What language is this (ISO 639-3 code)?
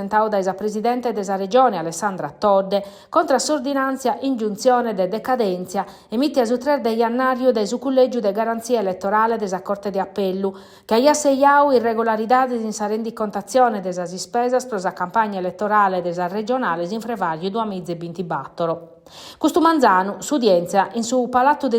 srd